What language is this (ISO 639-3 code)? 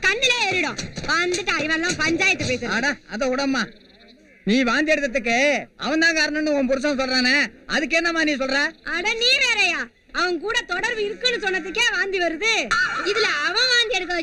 tam